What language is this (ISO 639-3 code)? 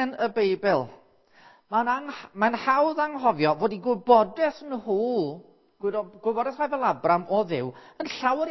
cym